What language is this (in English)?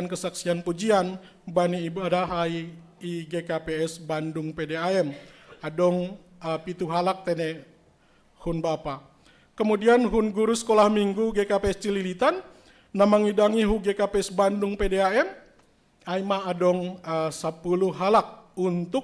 Batak Simalungun